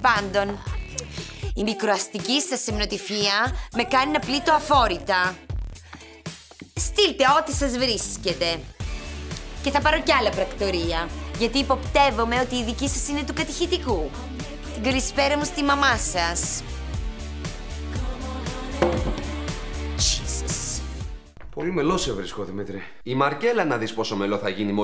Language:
Greek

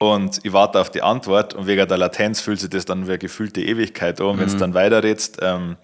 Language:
Bavarian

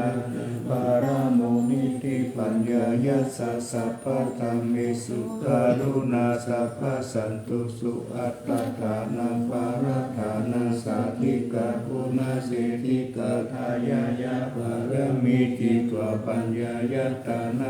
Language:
Pali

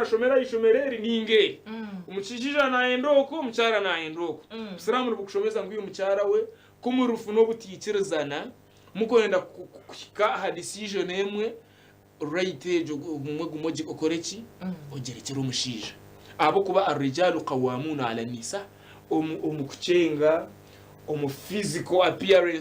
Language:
Nyankole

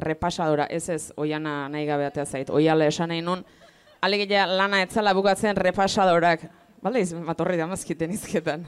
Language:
Basque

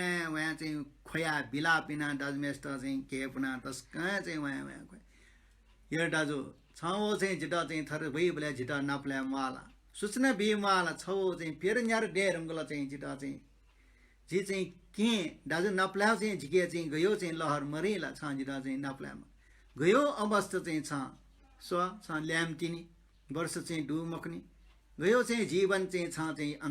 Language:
Newari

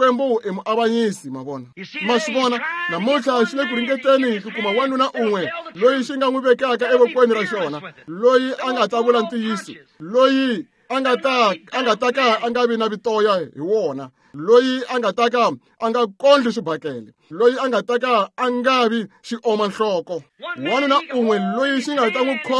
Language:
Tsonga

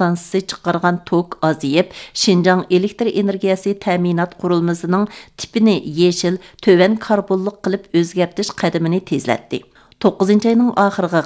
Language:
Uyghur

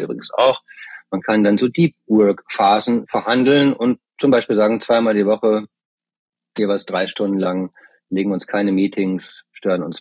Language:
German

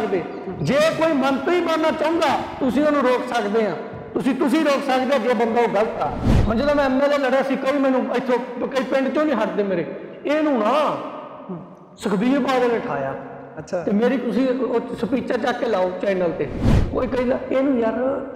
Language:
Punjabi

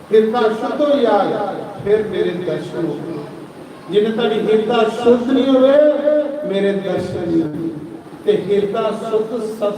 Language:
Dogri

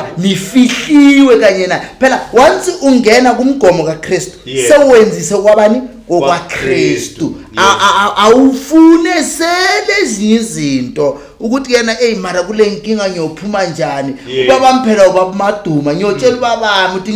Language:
Zulu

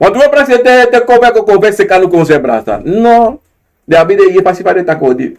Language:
Sranan Tongo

